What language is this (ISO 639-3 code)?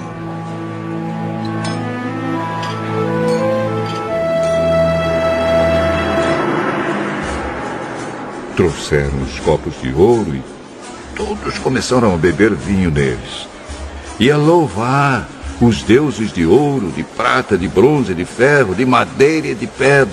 por